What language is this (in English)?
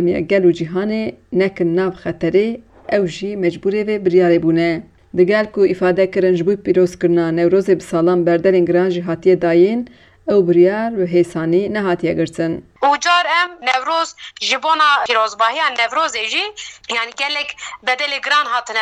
Kurdish